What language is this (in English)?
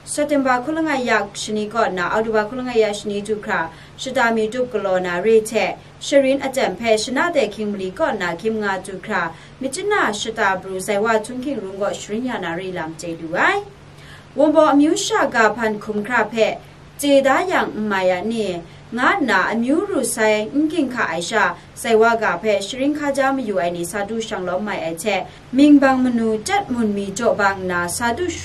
Kachin